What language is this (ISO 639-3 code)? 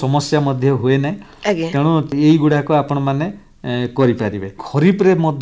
ori